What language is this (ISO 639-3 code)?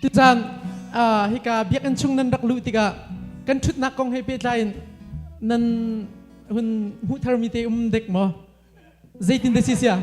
cnh